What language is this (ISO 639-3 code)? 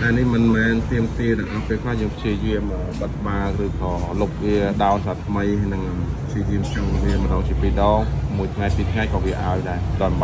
khm